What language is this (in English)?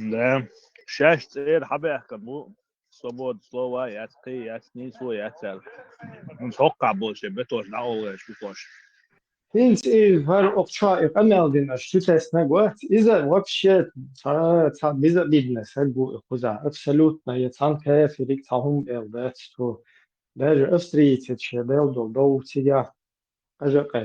Chechen